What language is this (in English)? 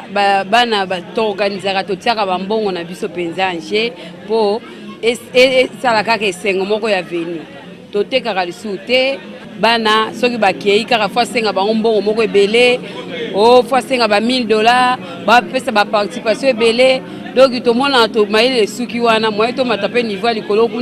Lingala